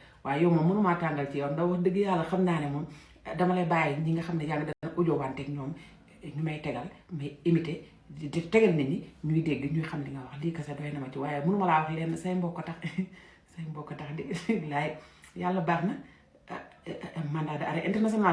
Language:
Wolof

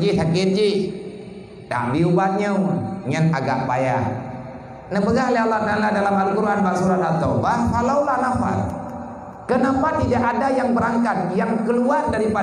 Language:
Achinese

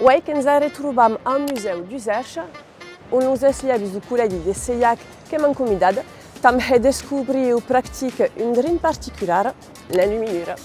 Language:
Occitan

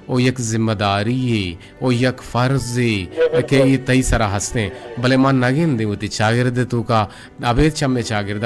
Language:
Eastern Balochi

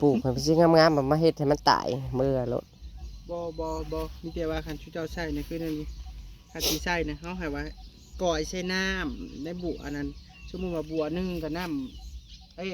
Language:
Northeastern Thai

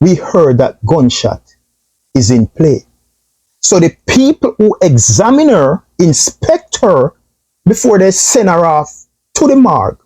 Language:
Jamaican Creole English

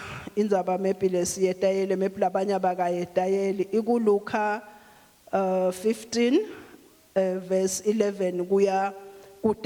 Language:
Swati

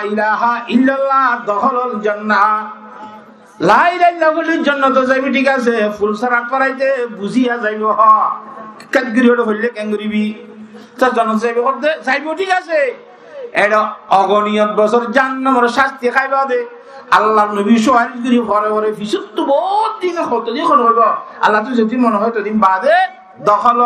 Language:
Rohingya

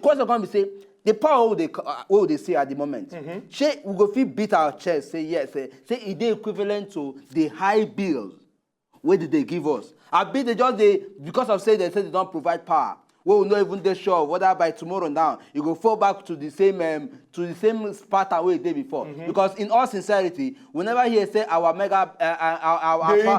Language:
Nigerian Pidgin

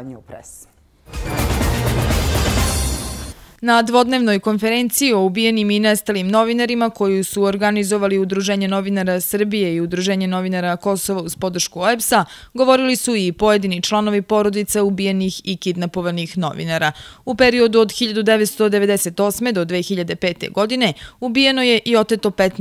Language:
Serbian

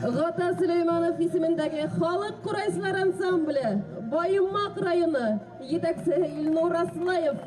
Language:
Bashkir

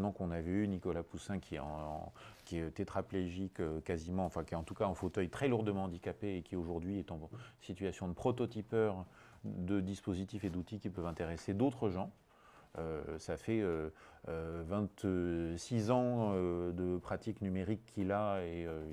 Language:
French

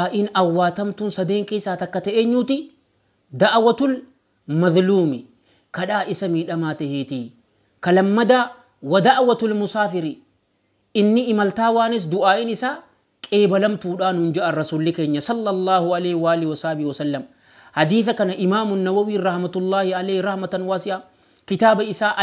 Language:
Oromo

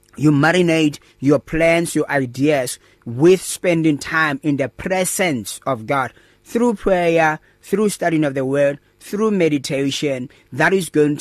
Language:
English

